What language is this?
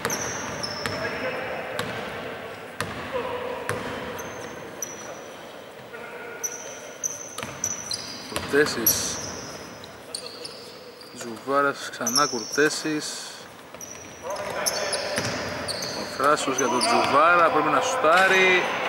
Greek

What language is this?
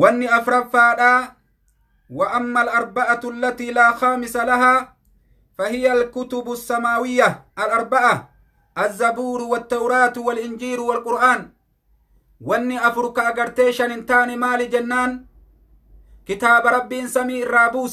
Oromo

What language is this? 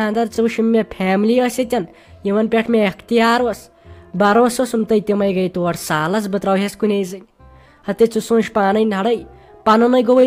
Kashmiri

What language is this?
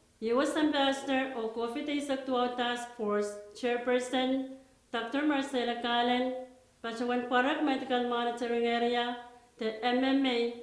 Pohnpeian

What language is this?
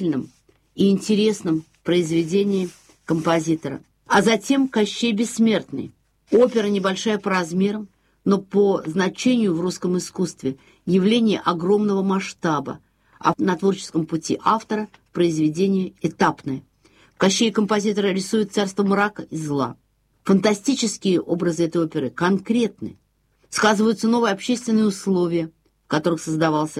Russian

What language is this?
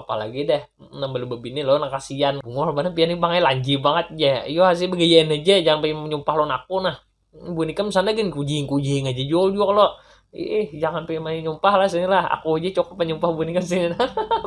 Banjar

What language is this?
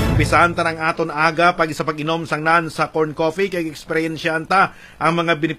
Hiligaynon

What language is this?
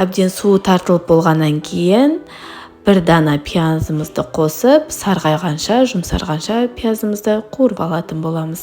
Kazakh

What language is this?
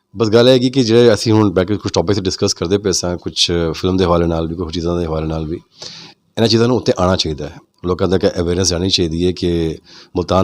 Saraiki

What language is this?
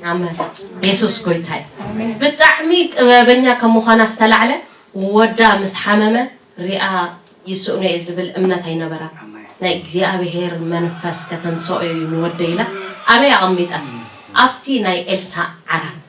Tigrinya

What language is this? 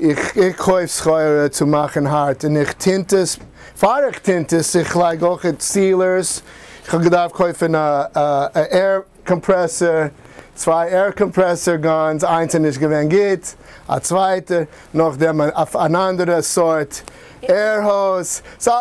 Yiddish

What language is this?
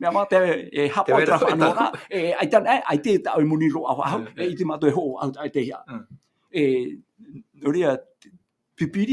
Tahitian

